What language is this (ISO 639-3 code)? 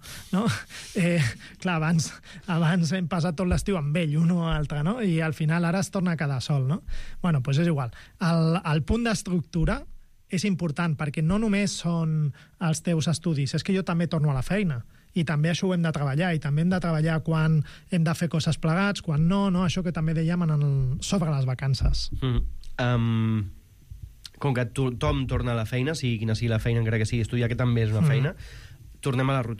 cat